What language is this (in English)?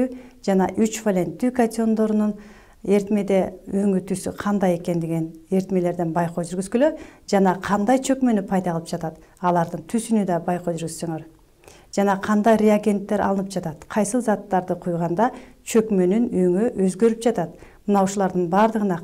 Kyrgyz